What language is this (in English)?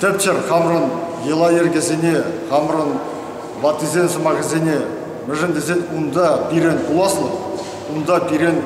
Chuvash